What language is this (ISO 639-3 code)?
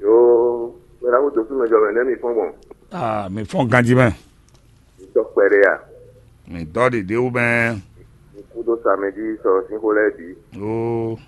fon